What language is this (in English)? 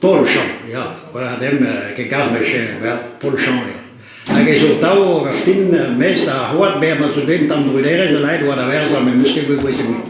Breton